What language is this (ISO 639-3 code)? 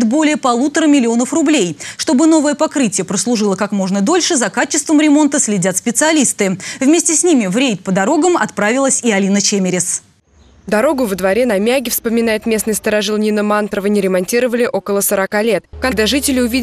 rus